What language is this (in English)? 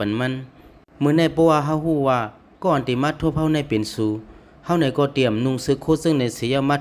Shan